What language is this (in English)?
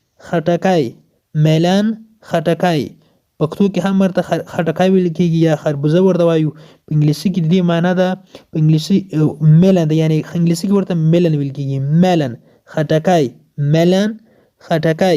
Pashto